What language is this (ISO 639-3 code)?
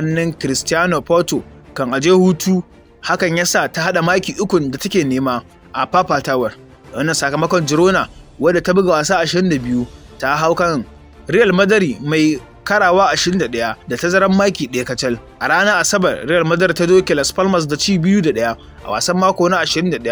hau